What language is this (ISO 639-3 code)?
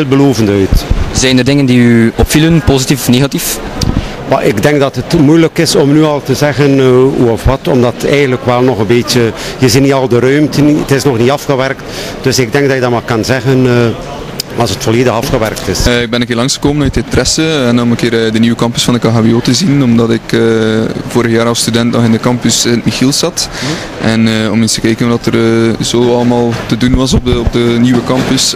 nld